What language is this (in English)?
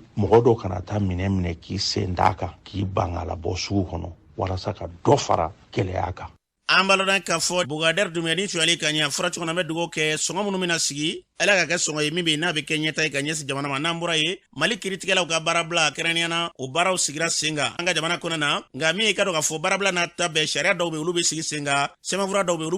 Bambara